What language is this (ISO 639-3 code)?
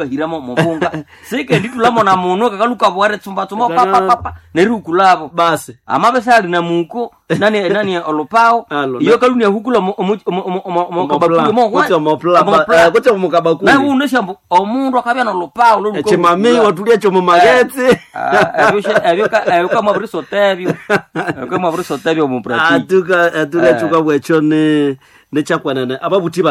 nnb